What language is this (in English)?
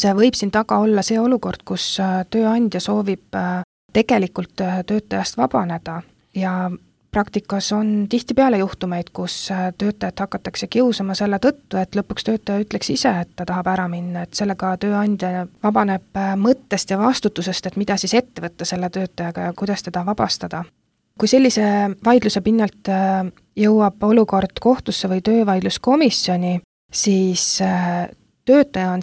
Estonian